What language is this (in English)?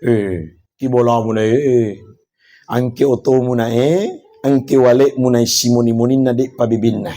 Buginese